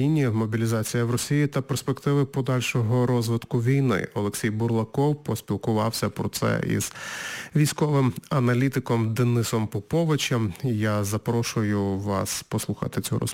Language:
Ukrainian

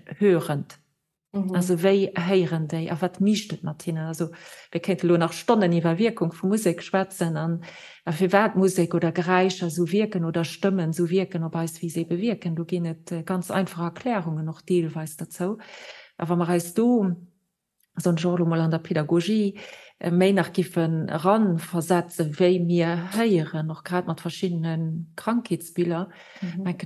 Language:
Luxembourgish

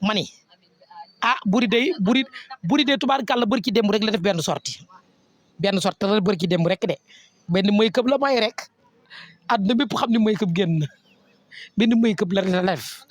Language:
Wolof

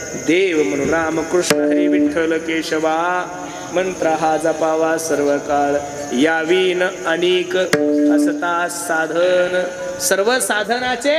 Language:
Marathi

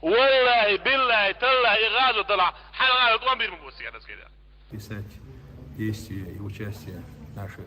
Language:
Chechen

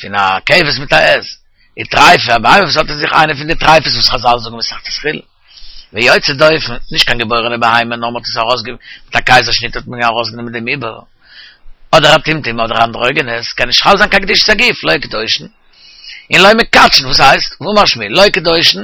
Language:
Yiddish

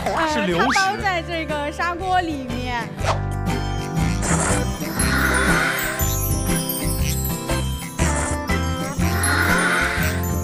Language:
Chinese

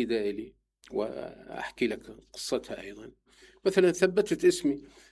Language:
Mesopotamian Arabic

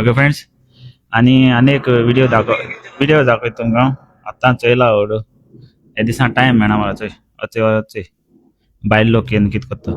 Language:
Konkani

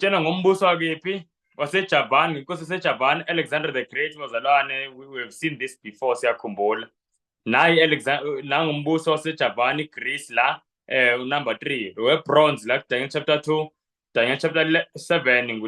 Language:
Zulu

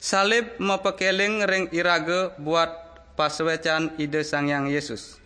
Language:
Balinese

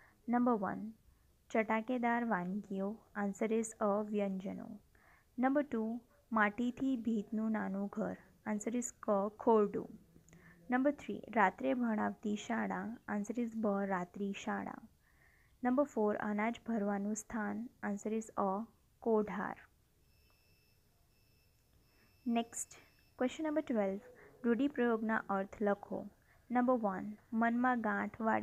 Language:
Gujarati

